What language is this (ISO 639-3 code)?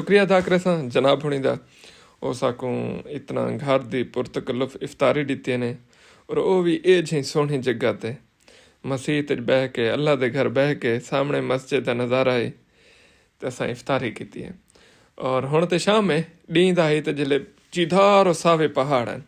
skr